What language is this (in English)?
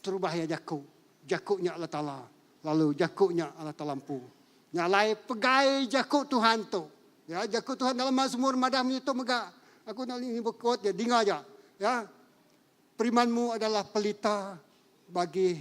Iban